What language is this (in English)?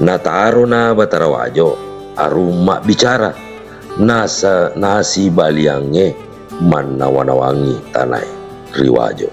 Buginese